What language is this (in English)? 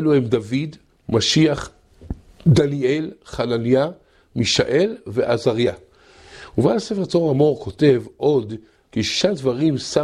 Hebrew